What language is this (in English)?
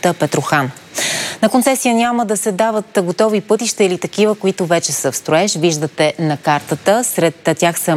Bulgarian